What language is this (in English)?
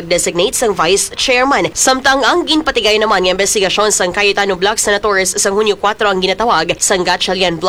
Hiligaynon